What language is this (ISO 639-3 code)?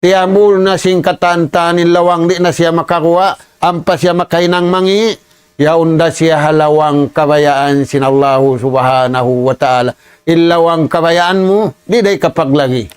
tsg